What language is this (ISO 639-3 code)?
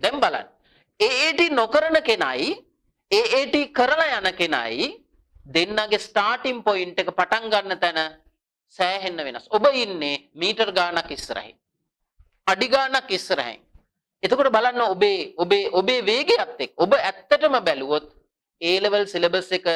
sin